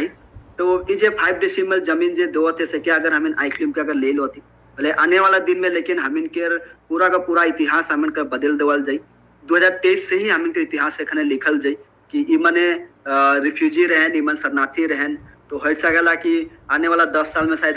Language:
Sadri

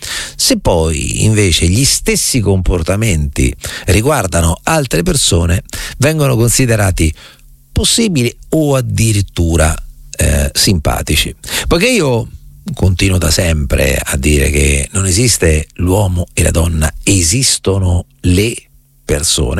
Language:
Italian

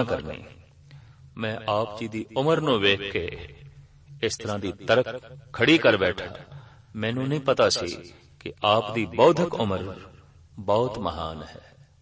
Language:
Punjabi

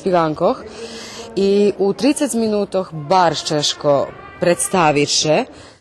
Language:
Rusyn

